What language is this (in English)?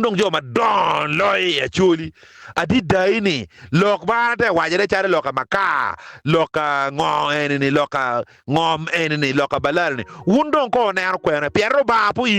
Acoli